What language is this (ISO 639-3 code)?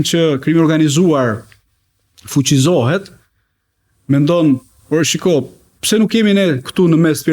sqi